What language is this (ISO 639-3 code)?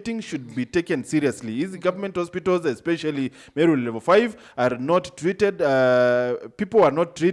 mer